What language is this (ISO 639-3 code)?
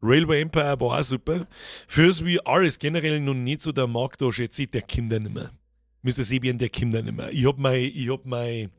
bar